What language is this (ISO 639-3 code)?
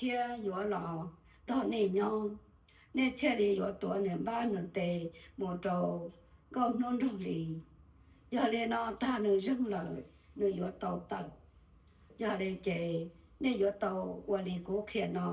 hmn